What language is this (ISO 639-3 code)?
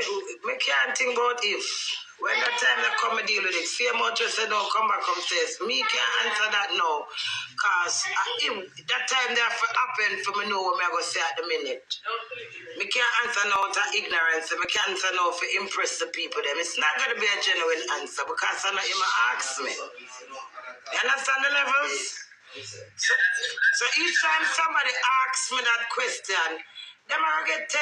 jam